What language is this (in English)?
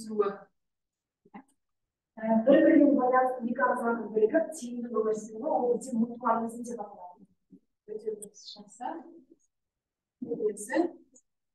Kazakh